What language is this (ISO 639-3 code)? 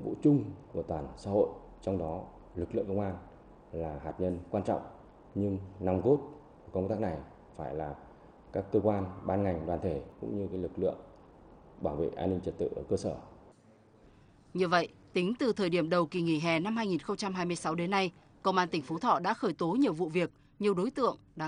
vie